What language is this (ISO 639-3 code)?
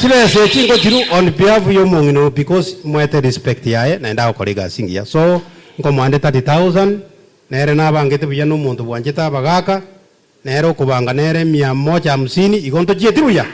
guz